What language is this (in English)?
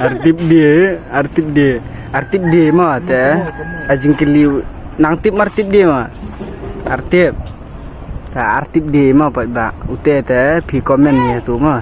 Khasi